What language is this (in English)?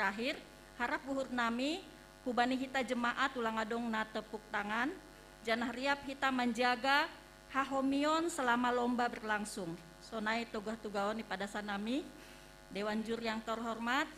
Batak Simalungun